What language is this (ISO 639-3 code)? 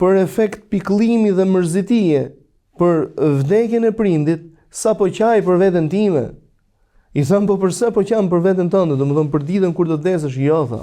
sqi